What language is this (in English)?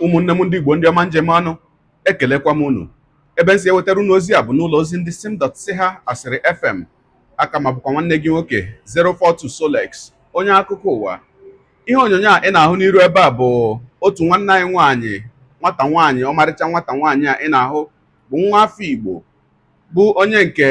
Igbo